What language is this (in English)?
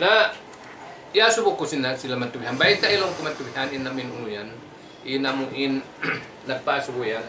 Tausug